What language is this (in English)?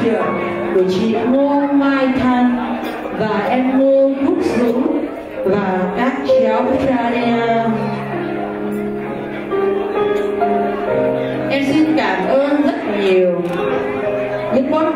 Vietnamese